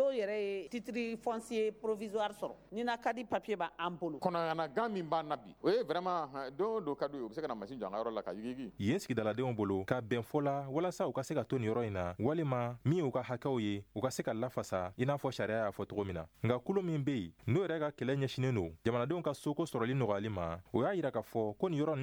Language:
Bambara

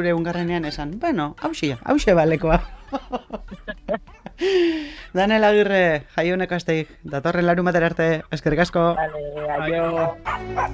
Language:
Basque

